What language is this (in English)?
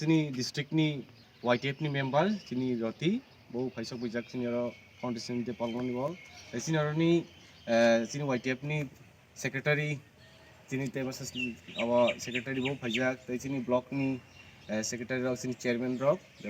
Kok Borok